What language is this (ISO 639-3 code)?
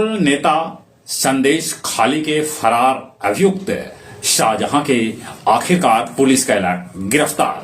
mag